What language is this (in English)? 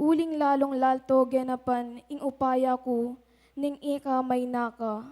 Pampanga